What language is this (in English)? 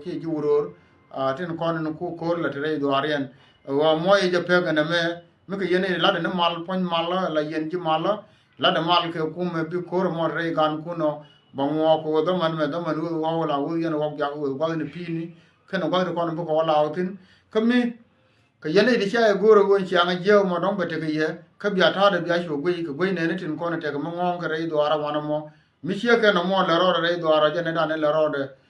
Nuer